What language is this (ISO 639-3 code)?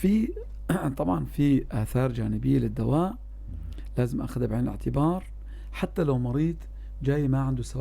apc